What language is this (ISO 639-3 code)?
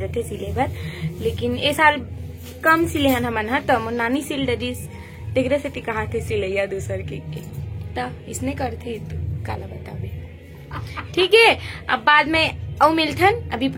hne